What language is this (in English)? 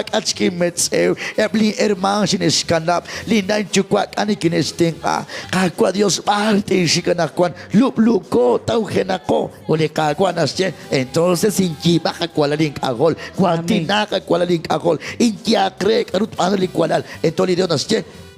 Kekchí